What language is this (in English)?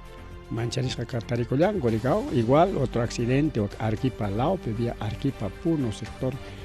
Ayacucho Quechua